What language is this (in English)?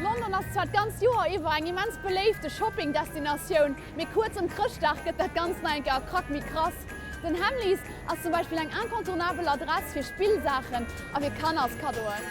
Luxembourgish